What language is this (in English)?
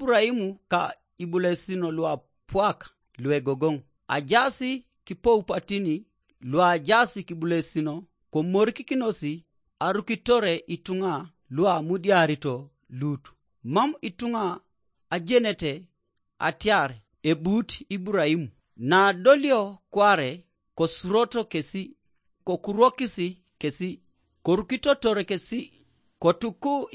Teso